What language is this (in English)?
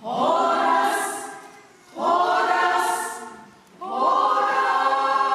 Batak Toba